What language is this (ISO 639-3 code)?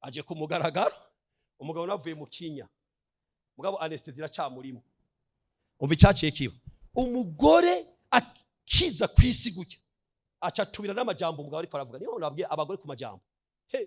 run